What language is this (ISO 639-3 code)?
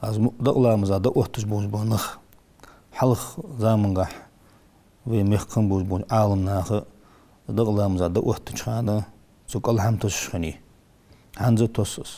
inh